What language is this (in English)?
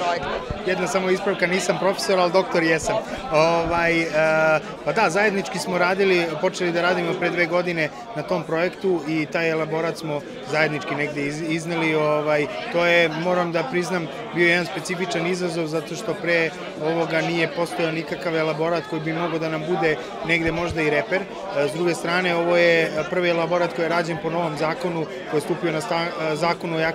Serbian